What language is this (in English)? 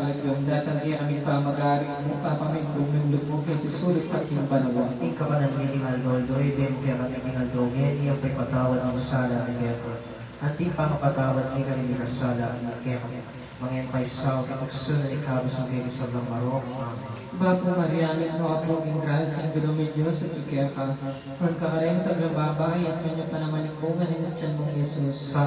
Pampanga